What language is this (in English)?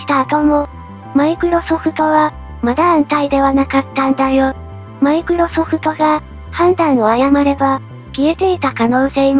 Japanese